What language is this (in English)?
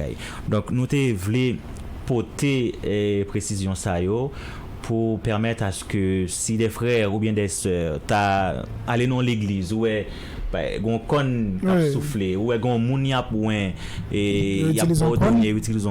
Haitian Creole